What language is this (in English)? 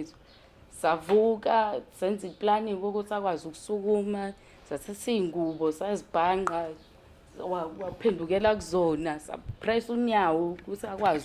Zulu